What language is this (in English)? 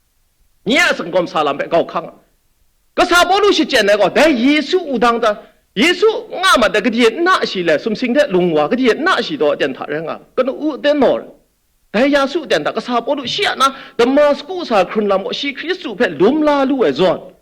Kachin